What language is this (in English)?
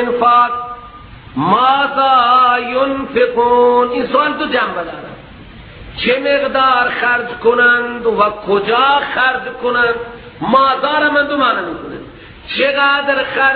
Persian